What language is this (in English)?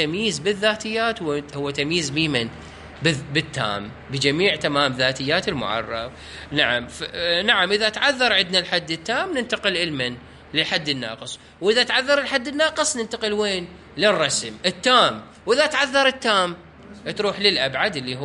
Mesopotamian Arabic